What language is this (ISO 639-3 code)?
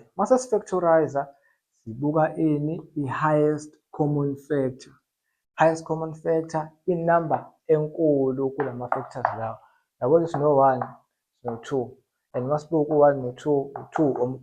zul